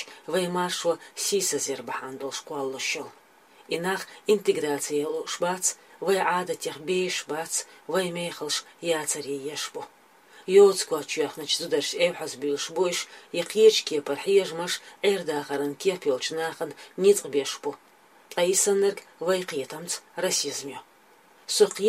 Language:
Chechen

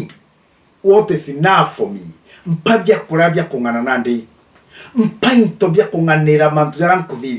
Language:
Meru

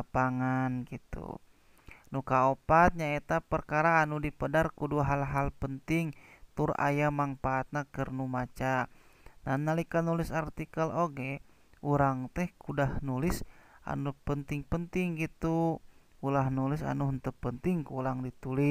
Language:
Sundanese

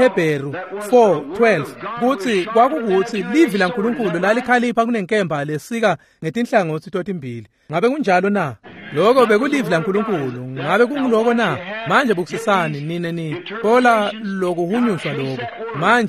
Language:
Swati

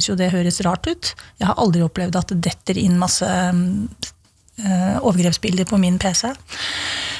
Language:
Norwegian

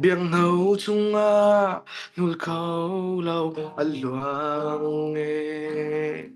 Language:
Hakha Chin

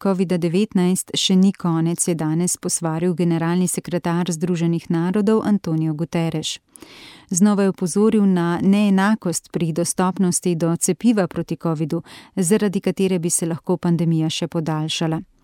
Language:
Slovenian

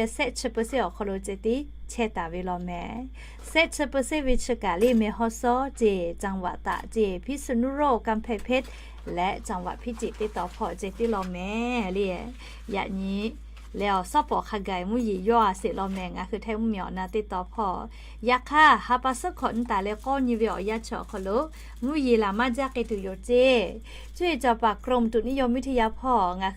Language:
Lahu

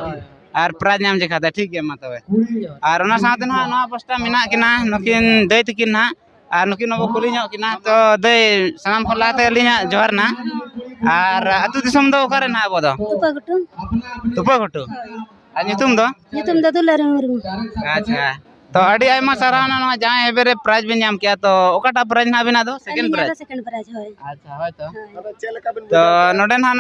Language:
Santali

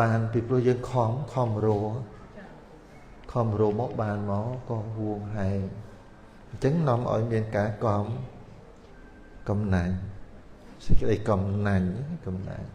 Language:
Khmer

